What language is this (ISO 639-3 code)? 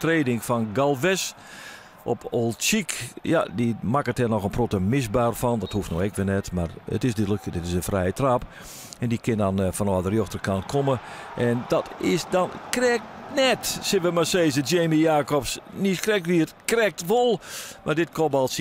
fry